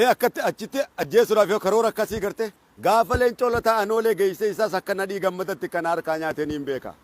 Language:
Oromo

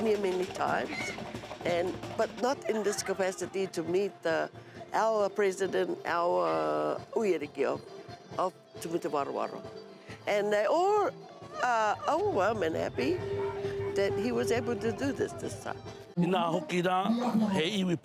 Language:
Māori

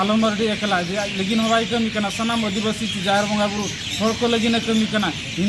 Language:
Santali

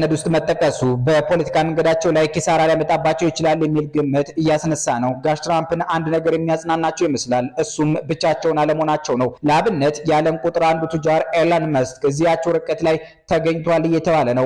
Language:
Amharic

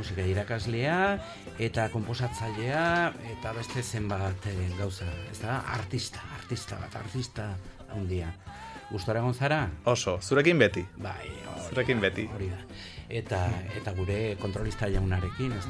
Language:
Basque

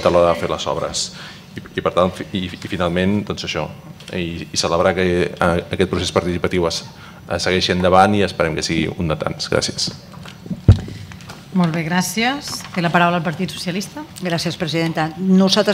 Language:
Catalan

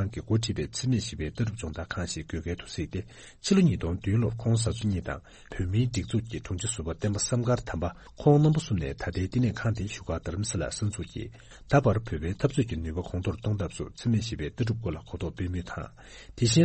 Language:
Tibetan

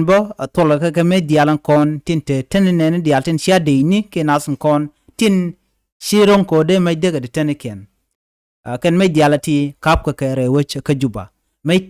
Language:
Nuer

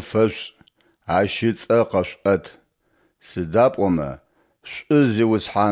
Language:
Adyghe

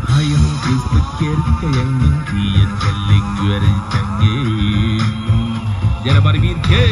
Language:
Yakut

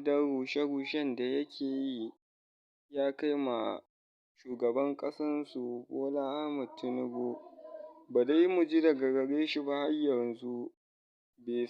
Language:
Hausa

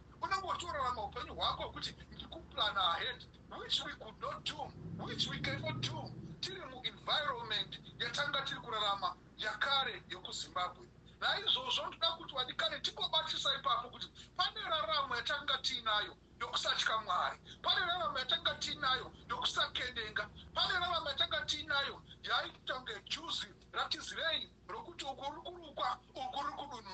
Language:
Shona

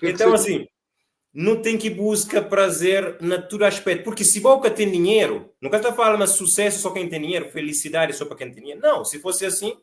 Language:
Kabuverdianu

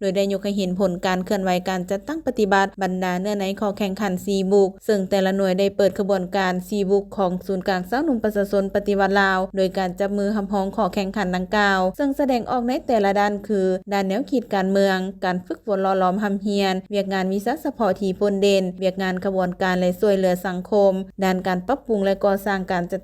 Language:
Lao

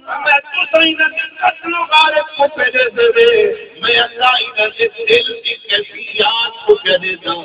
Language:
Saraiki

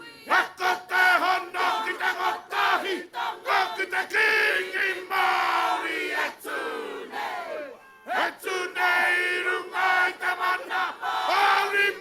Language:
Māori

